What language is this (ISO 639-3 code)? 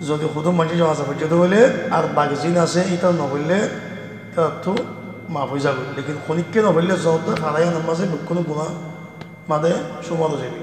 rhg